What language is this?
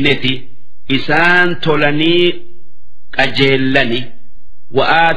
Oromo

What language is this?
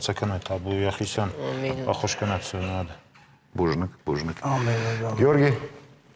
Ossetic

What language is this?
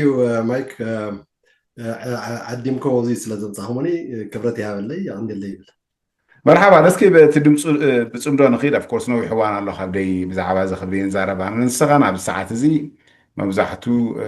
Tigrinya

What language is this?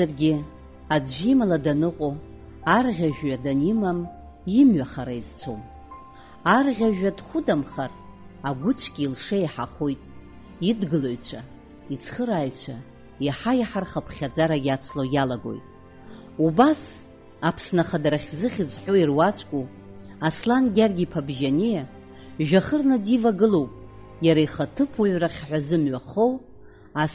Abkhazian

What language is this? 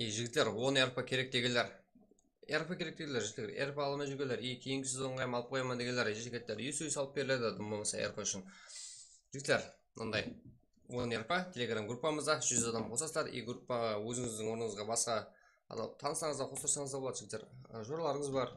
Kara-Kalpak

